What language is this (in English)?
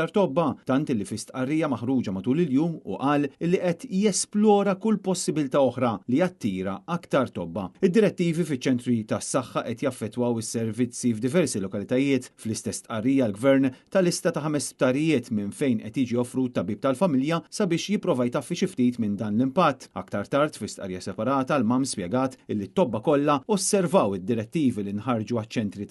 Maltese